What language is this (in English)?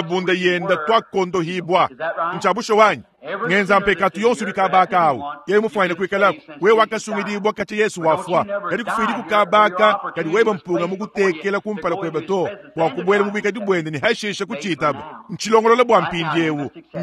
Luba-Lulua